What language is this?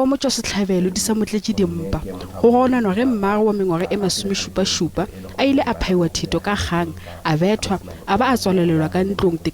Northern Sotho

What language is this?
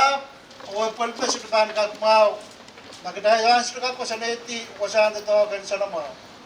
Pohnpeian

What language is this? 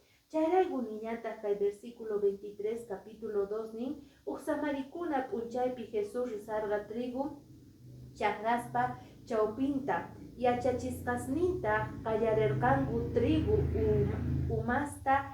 Quechua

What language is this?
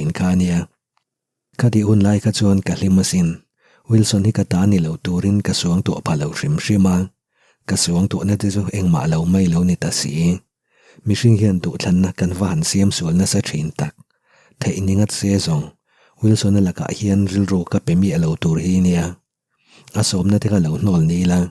Mizo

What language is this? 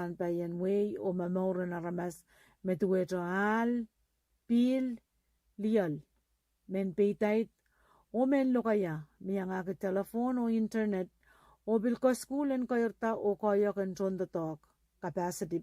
Pohnpeian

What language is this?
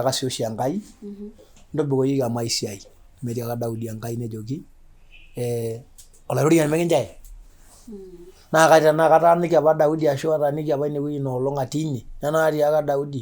Masai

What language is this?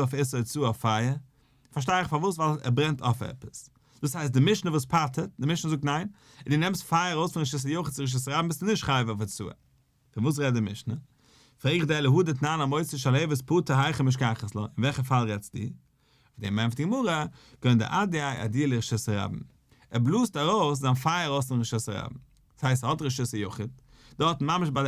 Yiddish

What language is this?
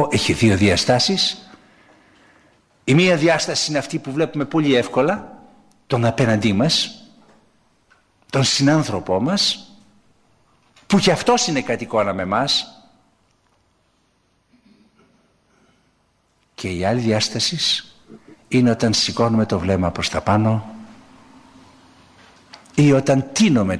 Greek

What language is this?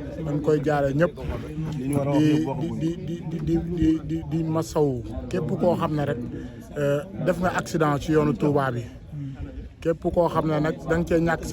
Wolof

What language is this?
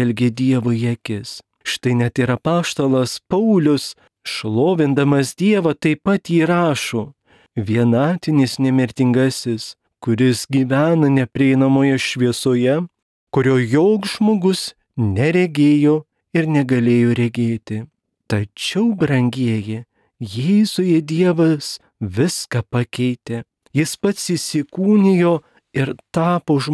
Lithuanian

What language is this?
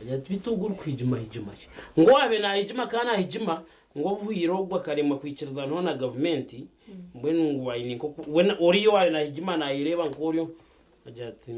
Nyankole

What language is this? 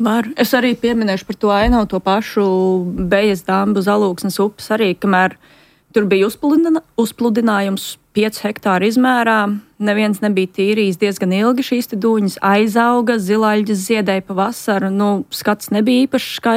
Latvian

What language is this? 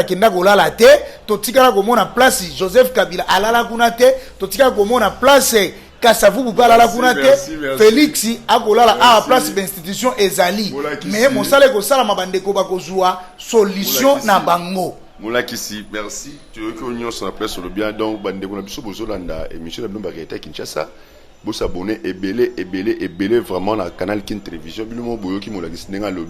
Lingala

